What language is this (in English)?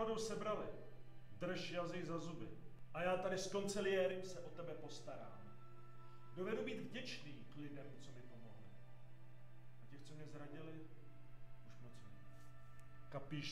Czech